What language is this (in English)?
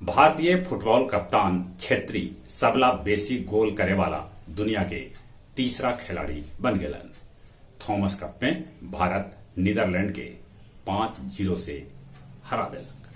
Magahi